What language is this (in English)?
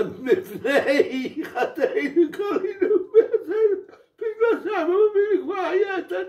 Hebrew